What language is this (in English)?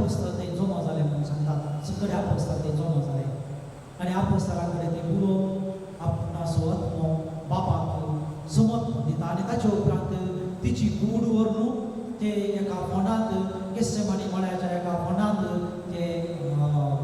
Konkani